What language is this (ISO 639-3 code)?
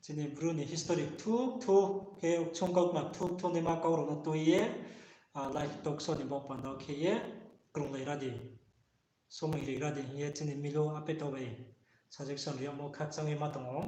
ria